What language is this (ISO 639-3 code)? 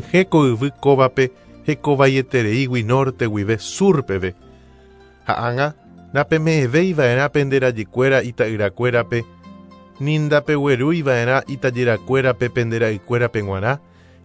grn